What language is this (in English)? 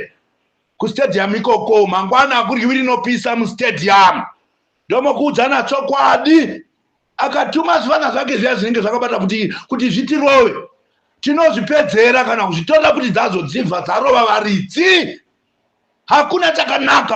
Shona